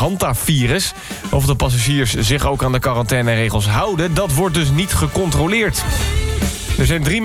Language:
Dutch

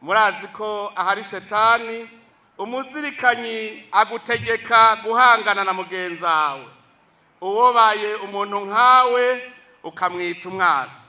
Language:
Rundi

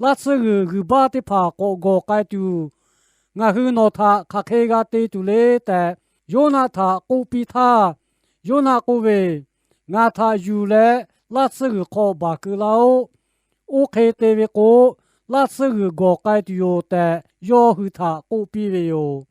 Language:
Lahu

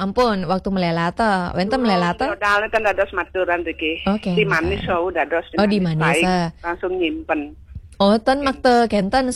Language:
Balinese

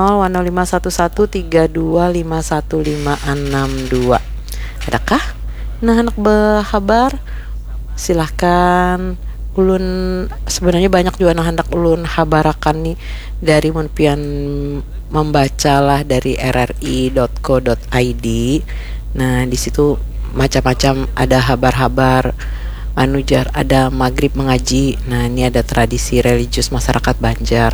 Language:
Banjar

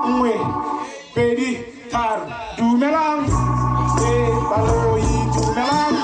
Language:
Tswana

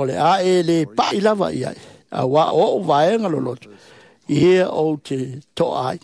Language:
Samoan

